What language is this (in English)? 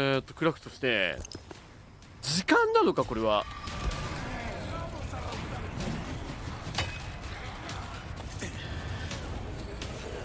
Japanese